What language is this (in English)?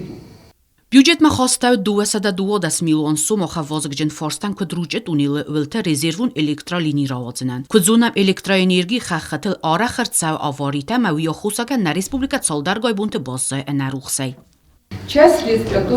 Ossetic